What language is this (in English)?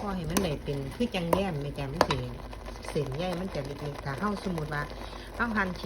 Northeastern Thai